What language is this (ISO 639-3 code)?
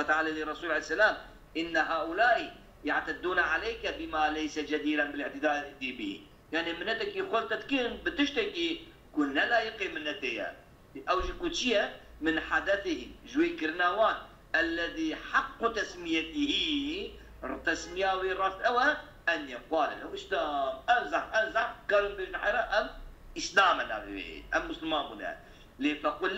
kur